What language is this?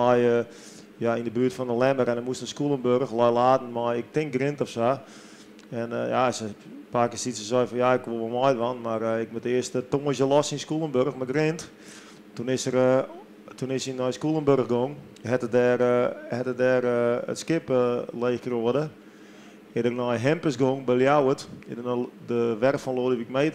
Western Frisian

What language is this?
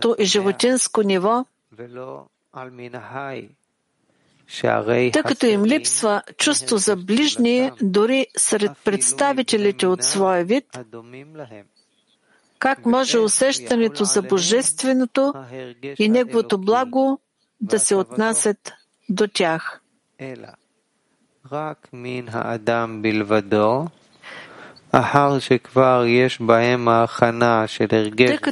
Bulgarian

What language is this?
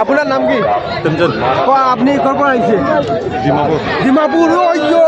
Sylheti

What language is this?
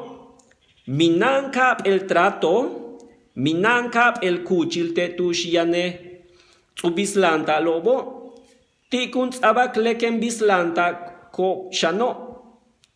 Yucateco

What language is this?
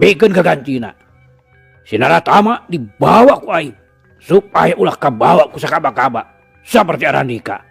Sundanese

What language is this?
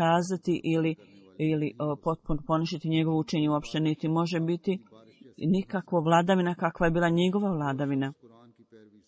Bosnian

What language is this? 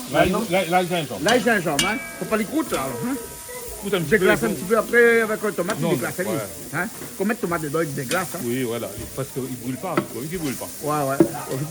Réunion Creole French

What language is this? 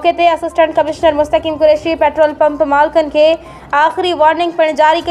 Sindhi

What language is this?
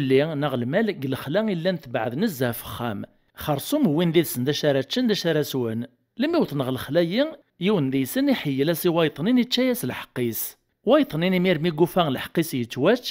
Kabyle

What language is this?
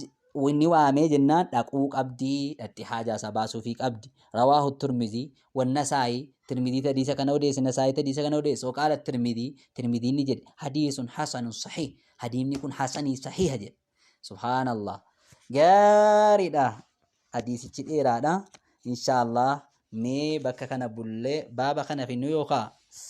Oromo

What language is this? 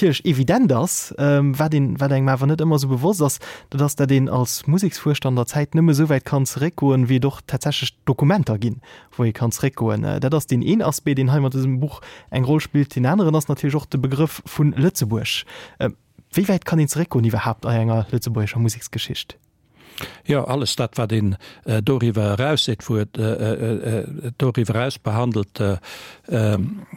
Luxembourgish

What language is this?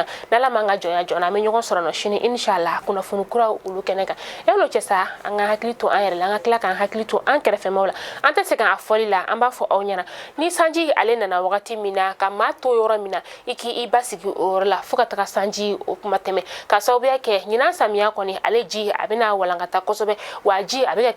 Bambara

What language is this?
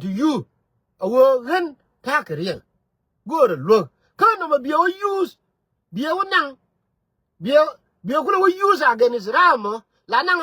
Nuer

